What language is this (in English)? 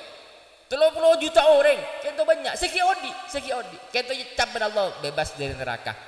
Madurese